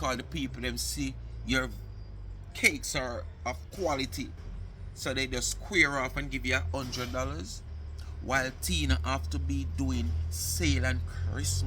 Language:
Jamaican Creole English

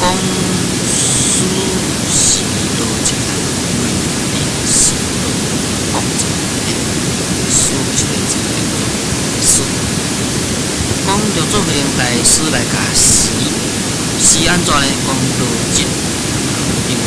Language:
Min Nan Chinese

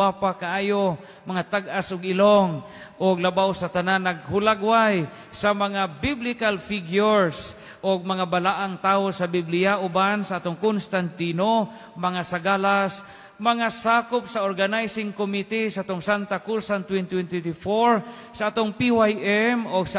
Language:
Cebuano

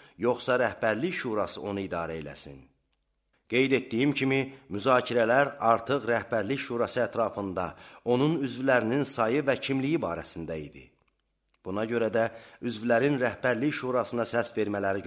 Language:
Azerbaijani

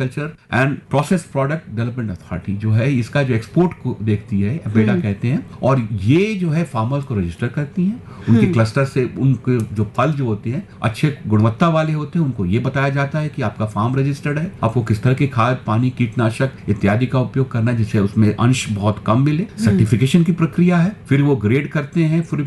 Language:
Hindi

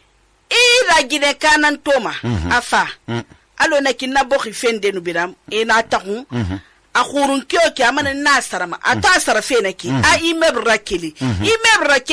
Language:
Susu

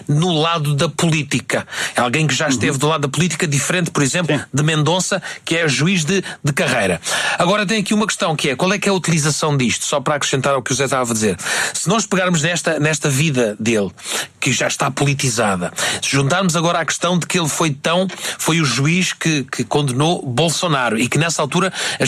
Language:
Portuguese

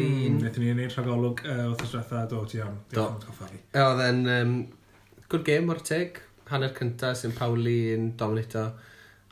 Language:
Welsh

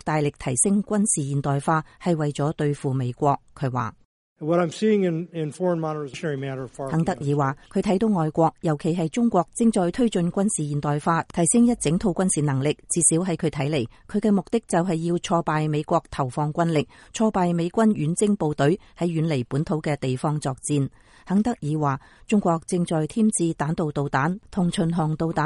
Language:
Cantonese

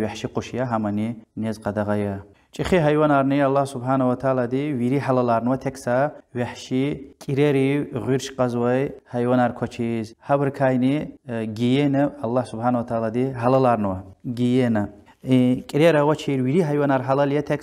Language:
Lezghian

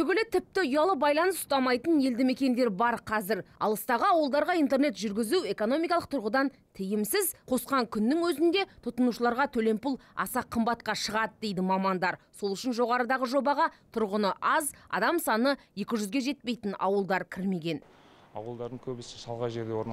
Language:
Kazakh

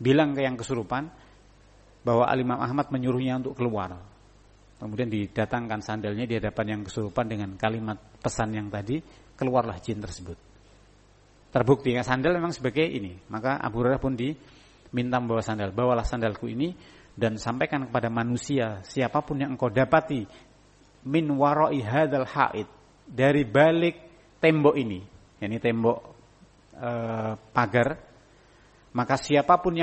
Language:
Indonesian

